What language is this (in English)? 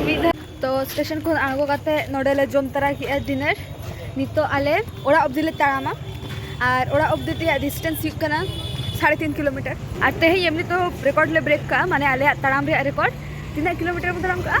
Santali